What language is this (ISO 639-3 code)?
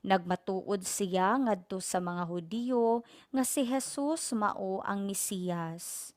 ceb